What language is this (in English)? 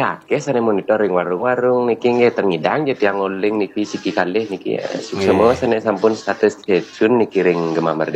Balinese